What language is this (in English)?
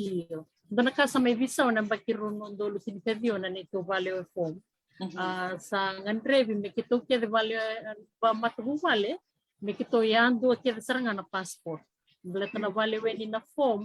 Fijian